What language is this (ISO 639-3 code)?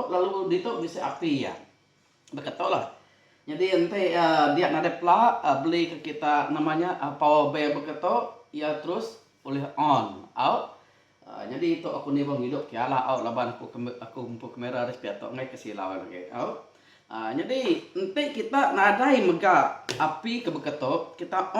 iba